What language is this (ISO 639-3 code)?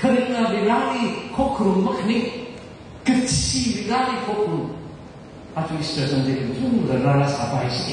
nmf